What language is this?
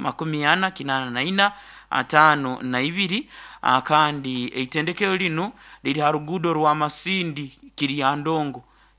Nyoro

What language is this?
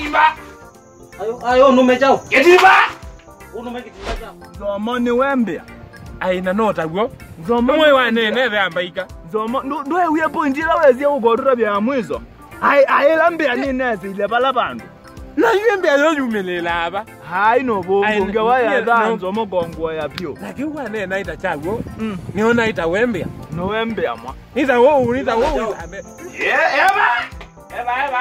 Kamba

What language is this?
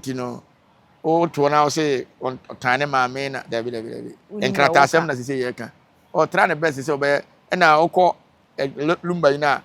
Akan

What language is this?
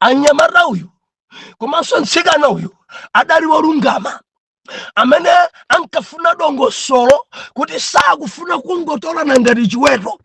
Nyanja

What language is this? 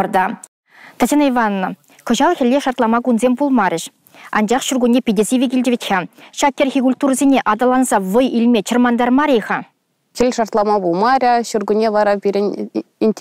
Chuvash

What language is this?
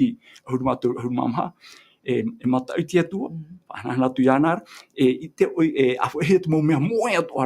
Tahitian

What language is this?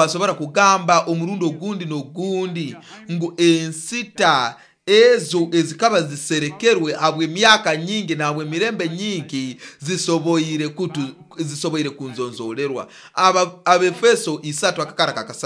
Nyoro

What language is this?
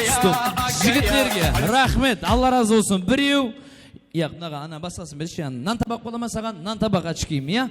Kara-Kalpak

